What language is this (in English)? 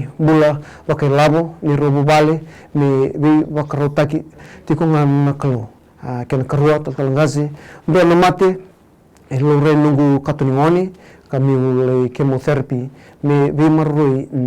Fijian